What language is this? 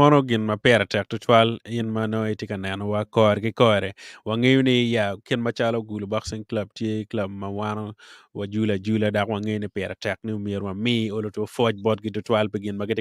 Acoli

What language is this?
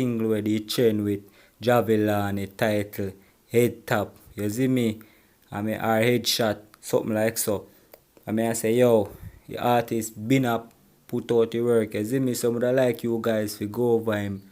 Jamaican Creole English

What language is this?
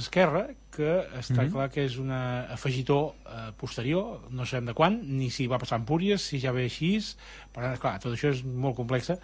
Catalan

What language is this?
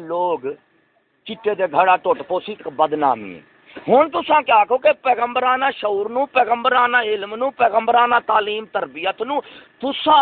Saraiki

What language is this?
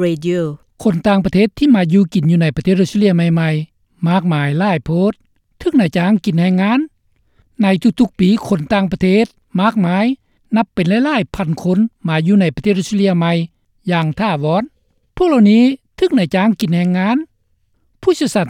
Lao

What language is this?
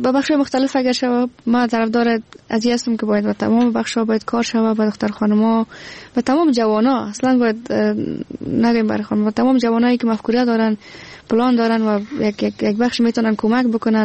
Persian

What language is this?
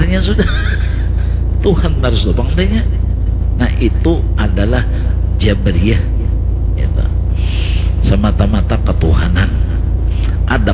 Banjar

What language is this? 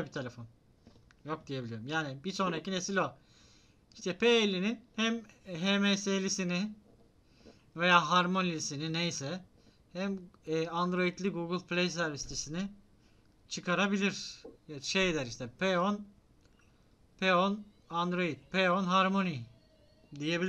Turkish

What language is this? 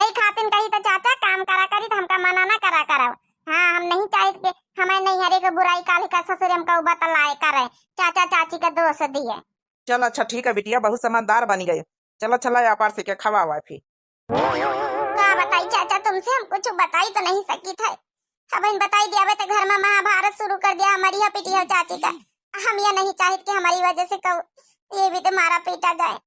Awadhi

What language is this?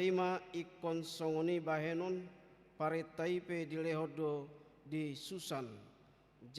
Batak Toba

